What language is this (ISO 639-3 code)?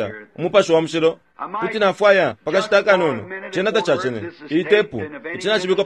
bem